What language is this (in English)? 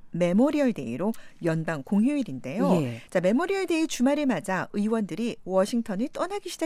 Korean